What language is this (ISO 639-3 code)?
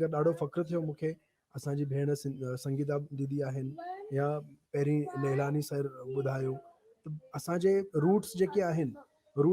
snd